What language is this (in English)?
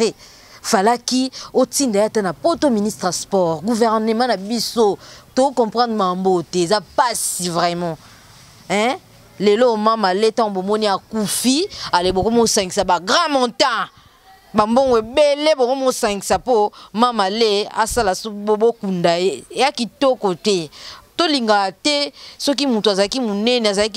Lingala